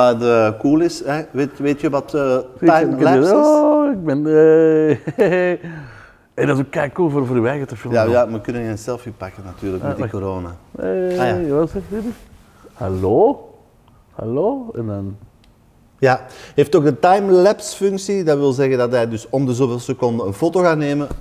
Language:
Dutch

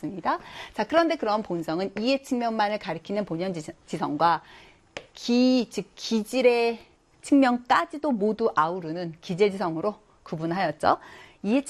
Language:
Korean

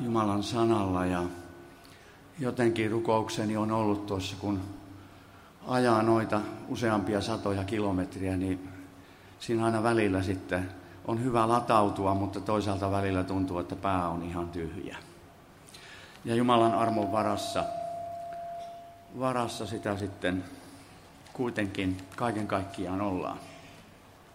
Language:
Finnish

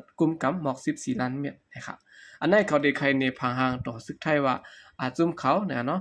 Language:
Shan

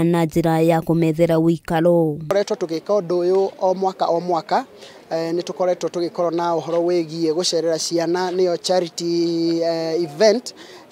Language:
Kikuyu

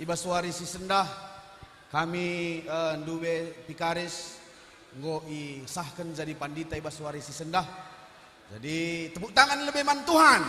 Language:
Batak Karo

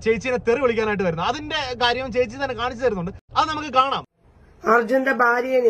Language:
Malayalam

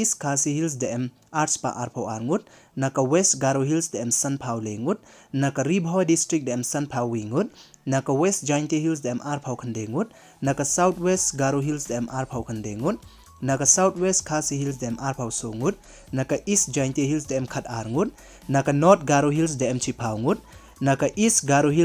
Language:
Pnar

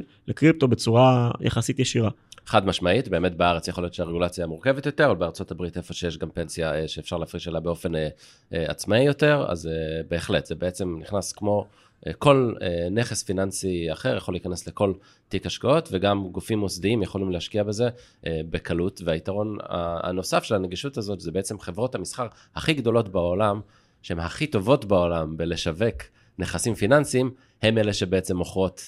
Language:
Hebrew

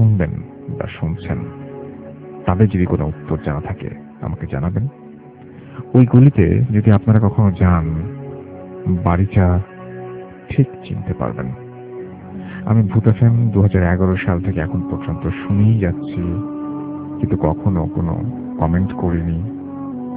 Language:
Bangla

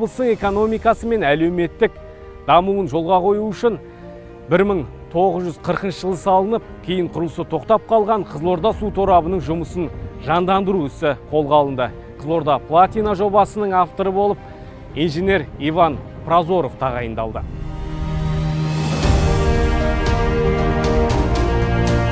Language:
Kazakh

